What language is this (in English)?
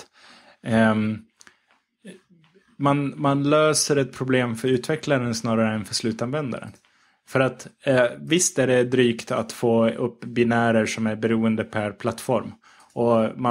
Swedish